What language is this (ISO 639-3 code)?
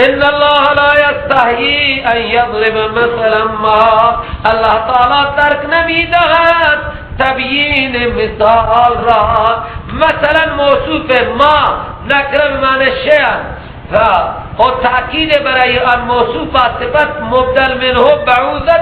fas